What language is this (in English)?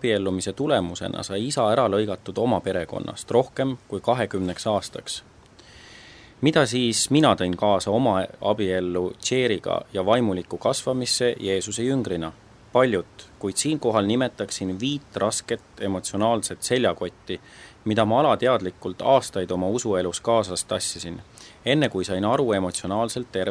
Estonian